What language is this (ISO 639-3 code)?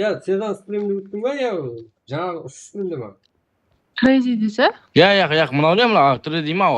kaa